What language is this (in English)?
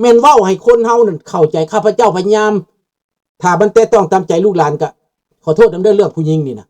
Lao